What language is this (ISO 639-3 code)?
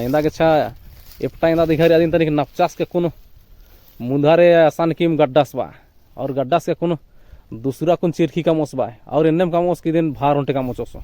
kru